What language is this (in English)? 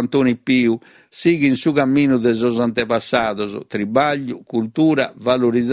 Sardinian